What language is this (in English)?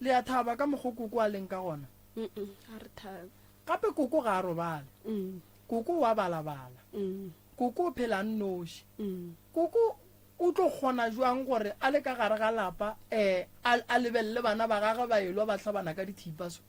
Northern Sotho